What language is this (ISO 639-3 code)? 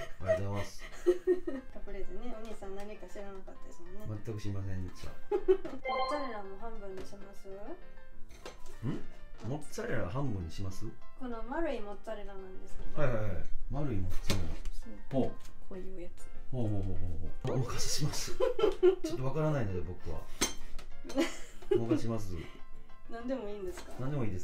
jpn